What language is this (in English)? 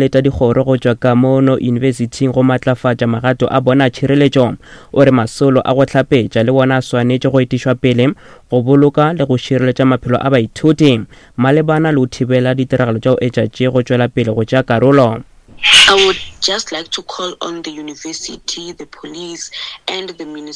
Northern Sotho